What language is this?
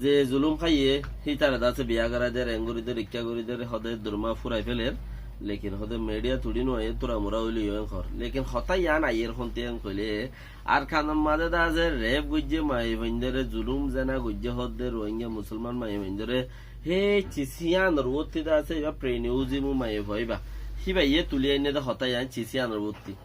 Rohingya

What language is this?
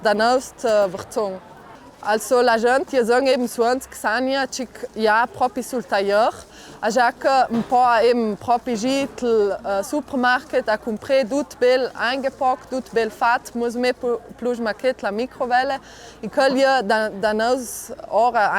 Ladin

